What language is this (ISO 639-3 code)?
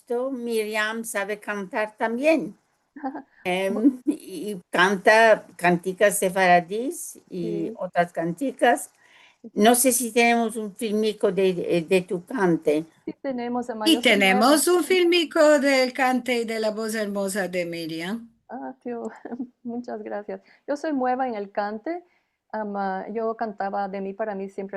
lad